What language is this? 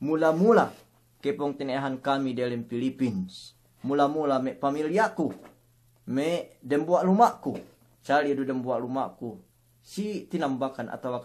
Yakan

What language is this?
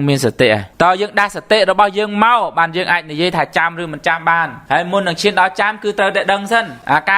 Khmer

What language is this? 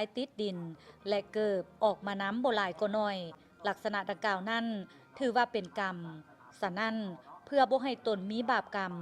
Lao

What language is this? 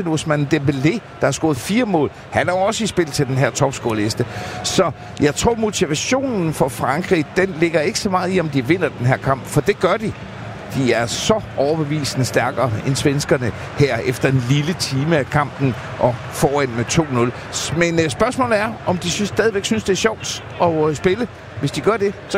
Danish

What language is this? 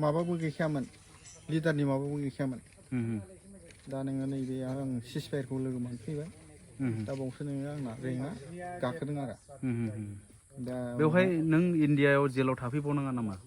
Bodo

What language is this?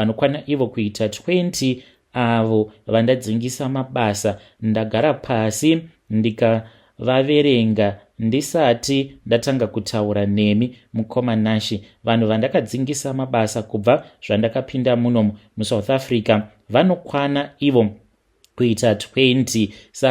Shona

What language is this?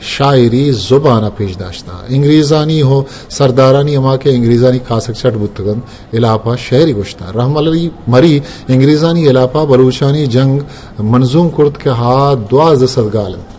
Eastern Balochi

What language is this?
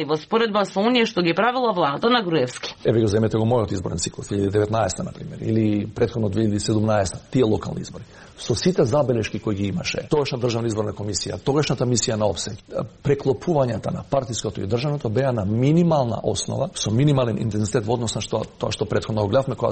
Macedonian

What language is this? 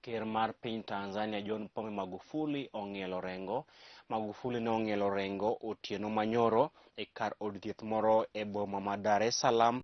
Luo (Kenya and Tanzania)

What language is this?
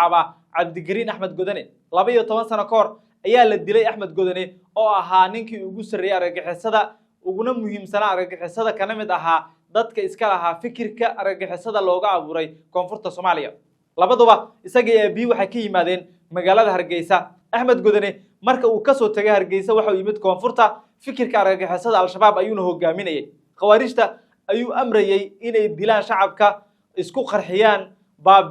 Somali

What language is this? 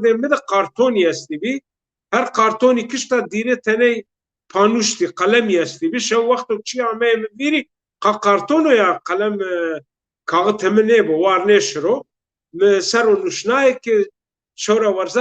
Zaza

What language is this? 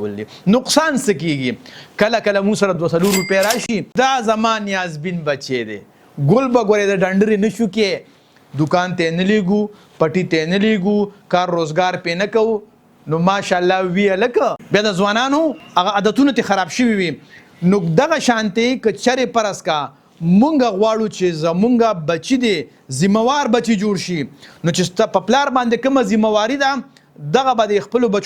Pashto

